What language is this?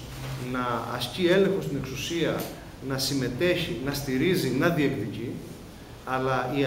Greek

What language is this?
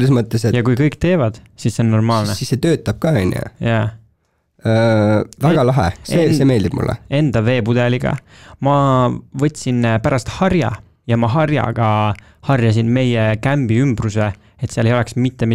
Estonian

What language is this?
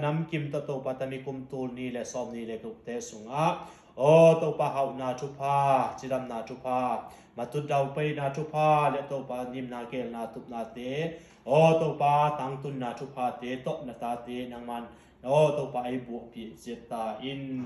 Tedim Chin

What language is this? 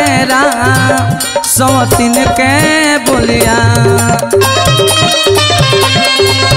Bhojpuri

